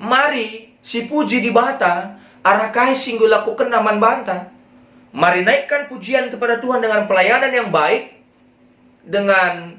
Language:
Batak Karo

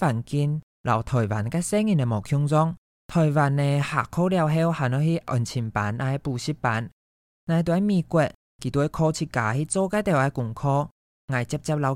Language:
Hakka Chinese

